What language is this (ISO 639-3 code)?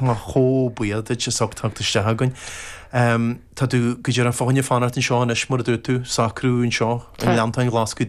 gle